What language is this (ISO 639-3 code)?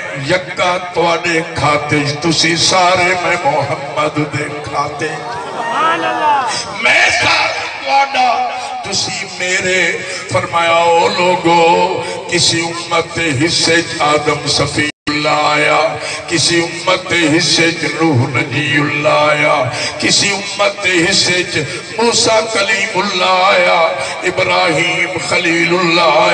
skr